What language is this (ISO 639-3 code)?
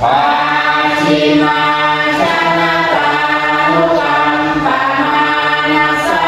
pli